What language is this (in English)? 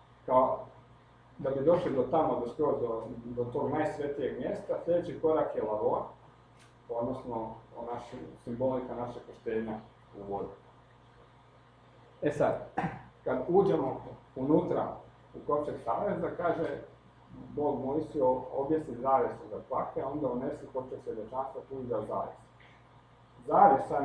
Croatian